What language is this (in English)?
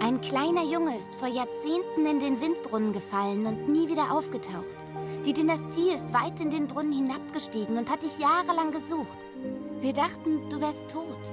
Swiss German